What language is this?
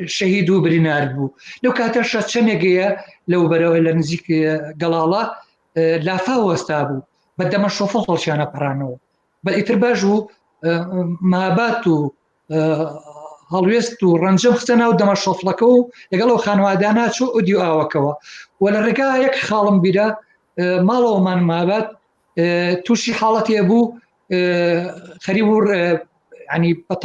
Central Kurdish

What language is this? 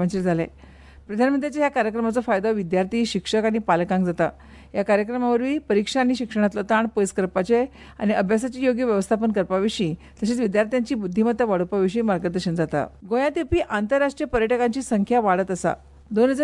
Konkani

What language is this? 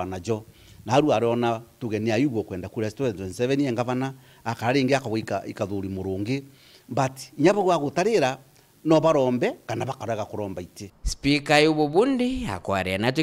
Meru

